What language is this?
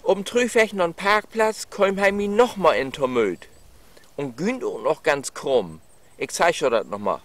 Low German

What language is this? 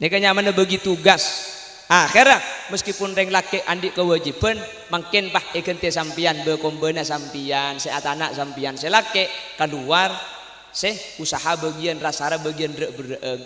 Madurese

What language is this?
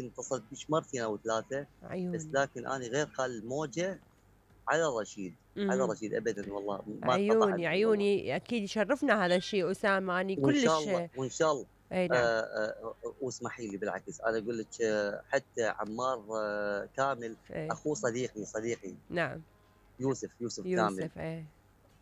Mesopotamian Arabic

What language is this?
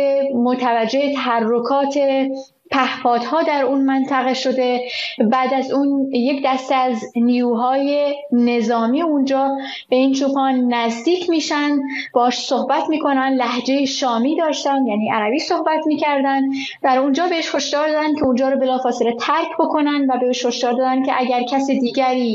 Persian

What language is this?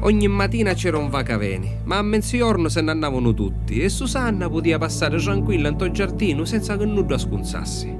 Sicilian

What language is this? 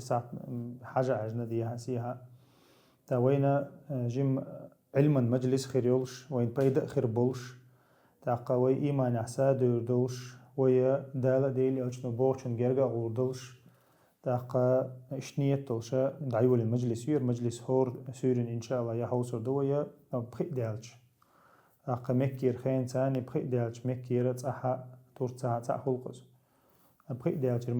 Chechen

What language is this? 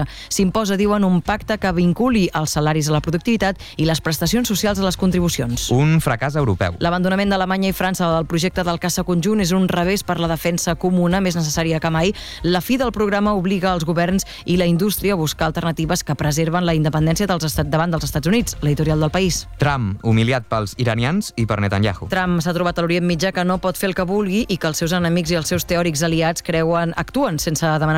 Catalan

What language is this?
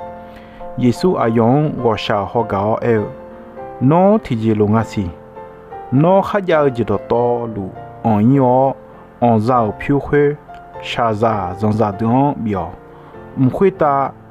Akha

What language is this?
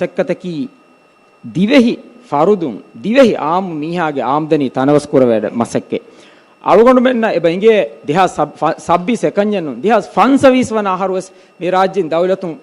Divehi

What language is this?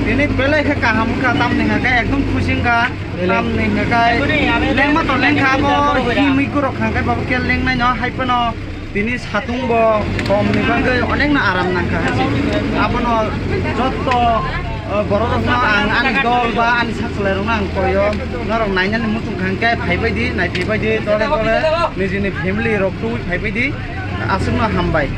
Kok Borok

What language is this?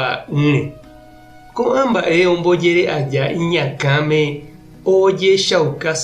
Guarani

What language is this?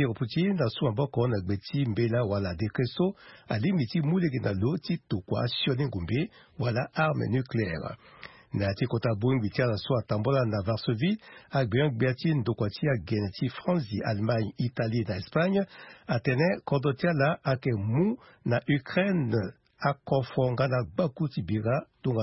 Sango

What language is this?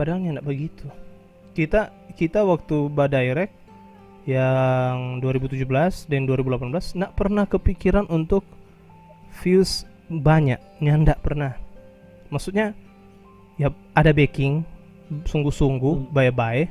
Manado Malay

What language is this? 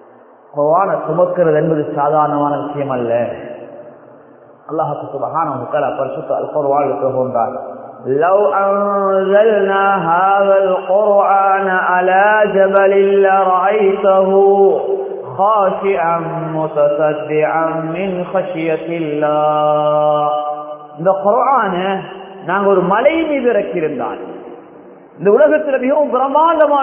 Tamil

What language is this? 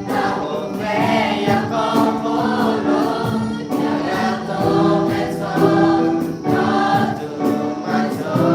Lahu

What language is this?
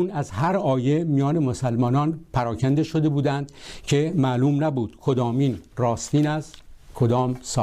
Persian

